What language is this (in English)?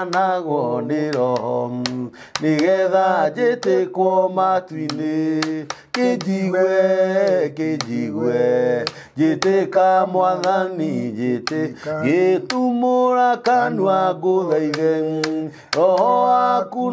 Kikuyu